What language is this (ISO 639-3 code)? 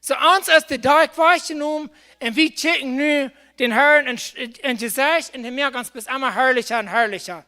pdt